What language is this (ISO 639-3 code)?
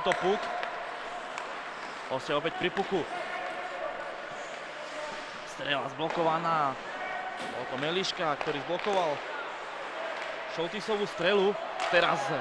slk